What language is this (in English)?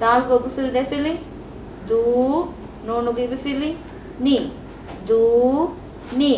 Divehi